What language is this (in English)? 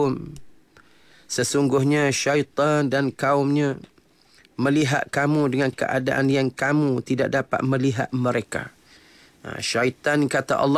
Malay